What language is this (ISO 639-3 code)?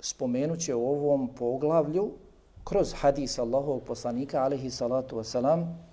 bos